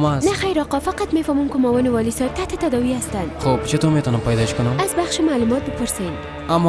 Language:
Persian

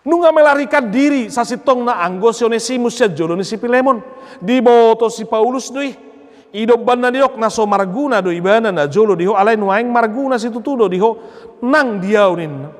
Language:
Batak Toba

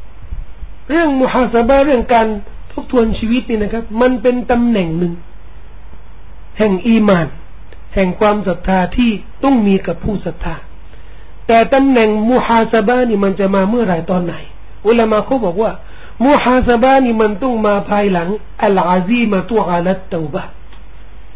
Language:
Thai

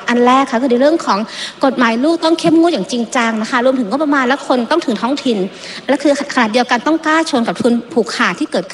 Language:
Thai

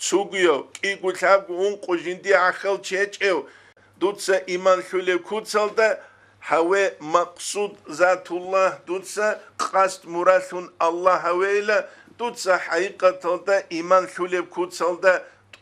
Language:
Avaric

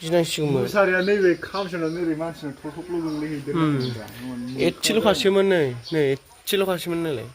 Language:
Bodo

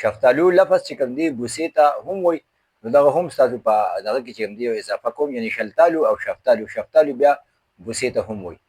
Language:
Pashto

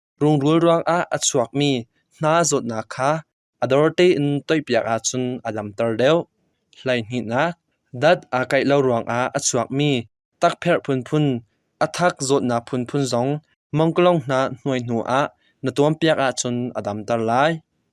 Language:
Hakha Chin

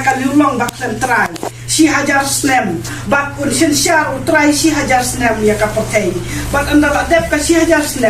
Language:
Khasi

